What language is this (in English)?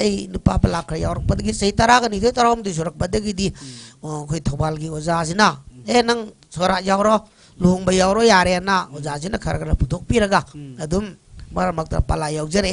Manipuri